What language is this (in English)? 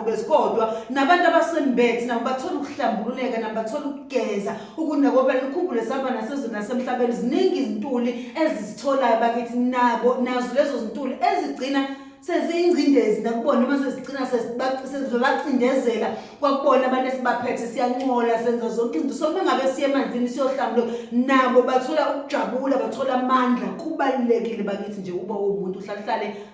Zulu